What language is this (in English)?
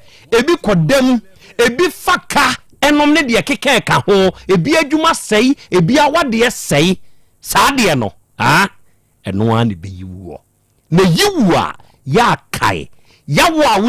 Akan